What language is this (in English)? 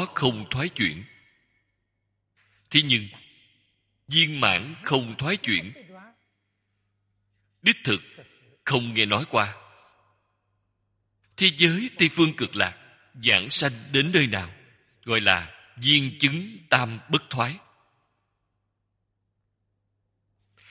Vietnamese